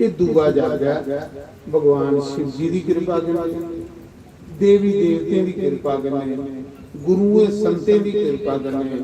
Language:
Dogri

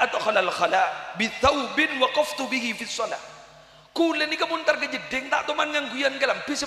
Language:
Madurese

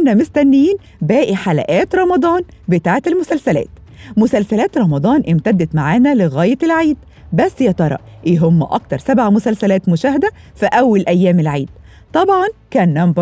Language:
Egyptian Arabic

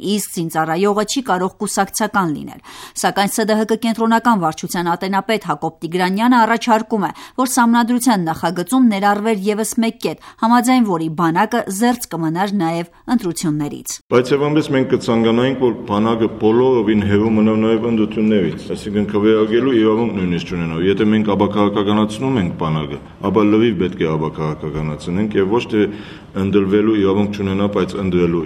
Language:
Armenian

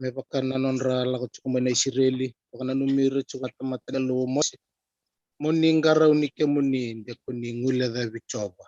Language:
Fijian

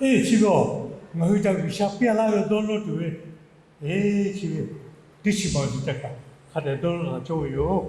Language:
Lahu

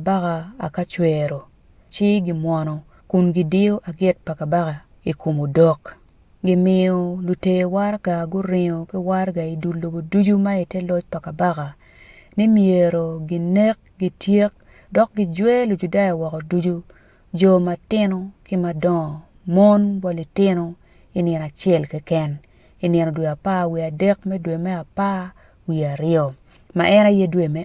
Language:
Acoli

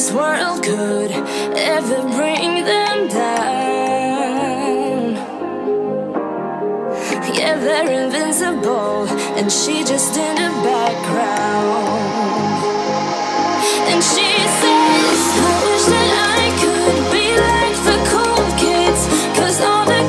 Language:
English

